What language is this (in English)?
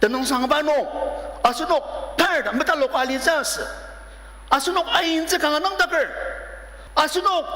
Ao Naga